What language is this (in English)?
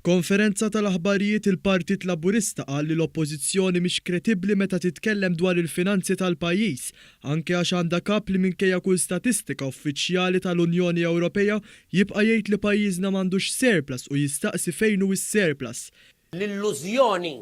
Maltese